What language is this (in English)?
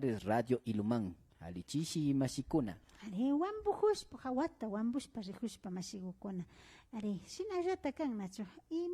Imbabura Highland Quichua